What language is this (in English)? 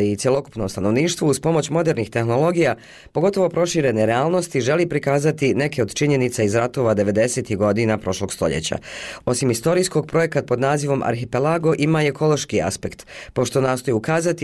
Bosnian